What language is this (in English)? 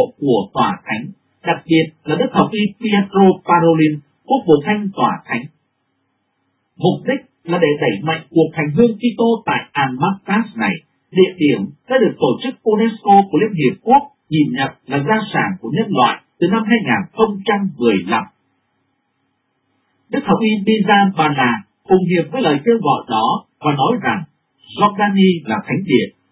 Vietnamese